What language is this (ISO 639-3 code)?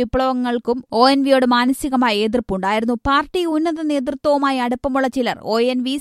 mal